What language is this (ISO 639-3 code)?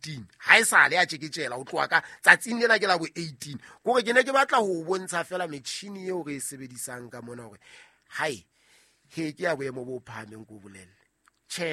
sot